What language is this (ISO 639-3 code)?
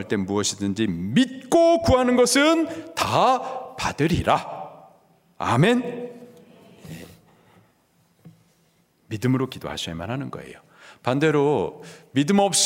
kor